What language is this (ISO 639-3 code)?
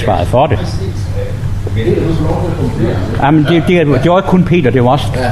dan